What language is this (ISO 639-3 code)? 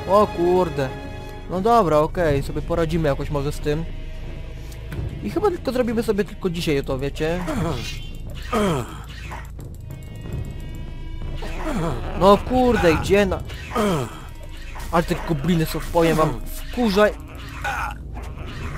pol